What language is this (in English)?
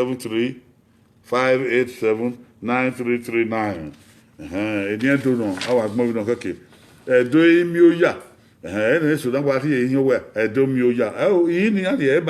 Bini